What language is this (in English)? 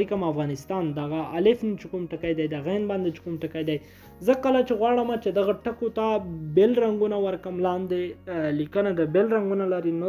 Pashto